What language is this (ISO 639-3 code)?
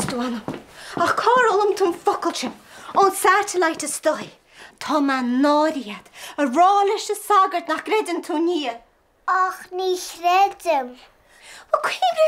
gle